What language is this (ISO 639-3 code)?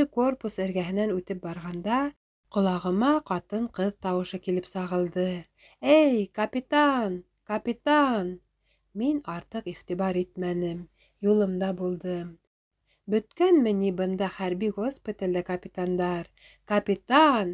bak